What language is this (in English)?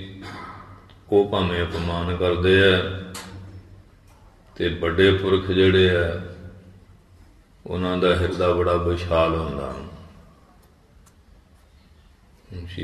Punjabi